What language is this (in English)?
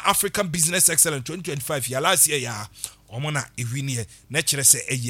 Akan